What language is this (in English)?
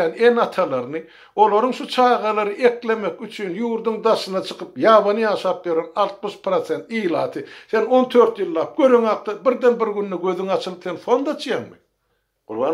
Turkmen